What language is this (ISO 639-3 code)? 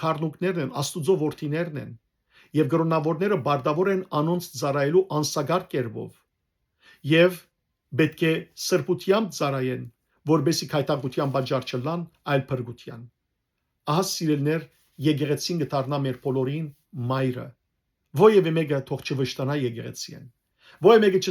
hyw